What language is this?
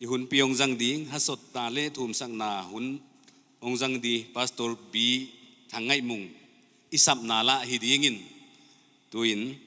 Paite Chin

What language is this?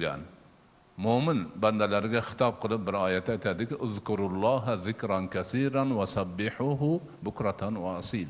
Uzbek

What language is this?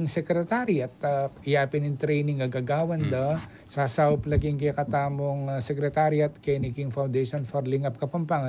Pampanga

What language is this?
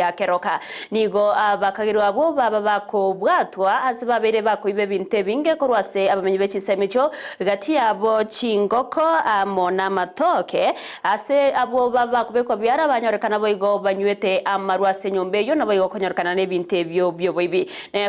Gusii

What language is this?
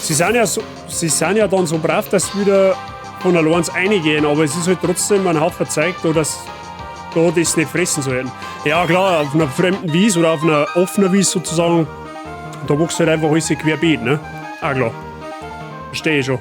Bavarian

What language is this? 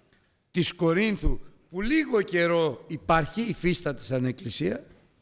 Greek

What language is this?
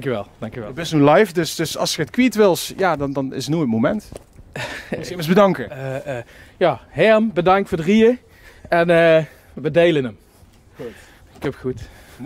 Limburgish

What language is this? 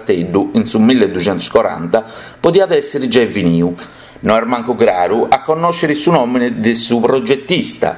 Sardinian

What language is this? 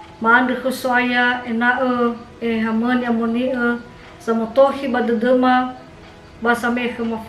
Nias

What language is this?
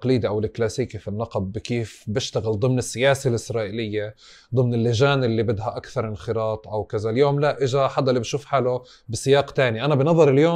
North Levantine Arabic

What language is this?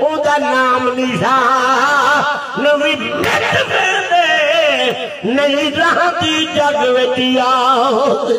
Saraiki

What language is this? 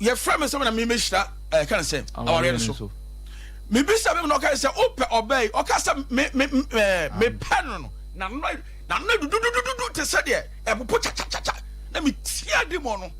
Akan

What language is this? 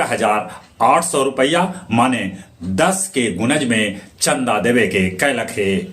Magahi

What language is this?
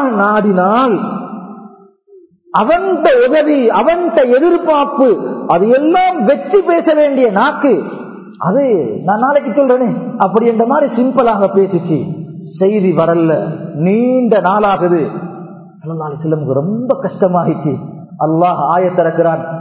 Tamil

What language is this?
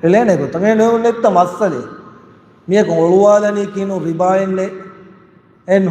Divehi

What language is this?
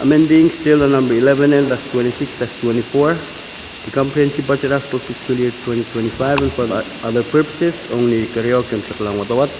Pohnpeian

